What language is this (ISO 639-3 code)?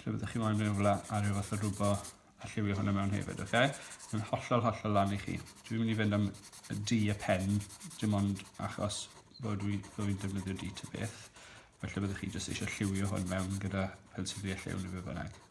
cym